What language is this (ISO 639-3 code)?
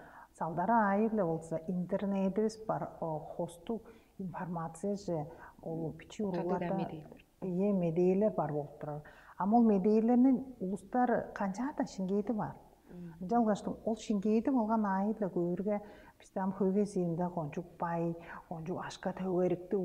tyv